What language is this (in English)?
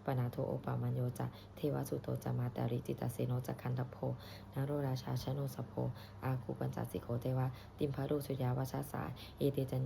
Pali